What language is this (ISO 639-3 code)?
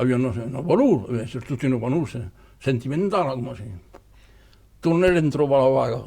oci